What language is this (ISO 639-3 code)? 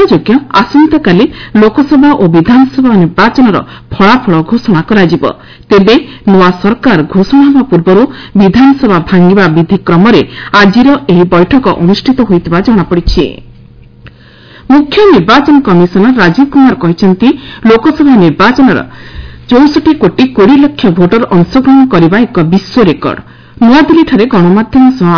ori